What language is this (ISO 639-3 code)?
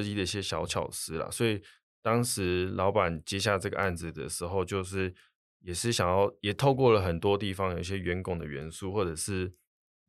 zho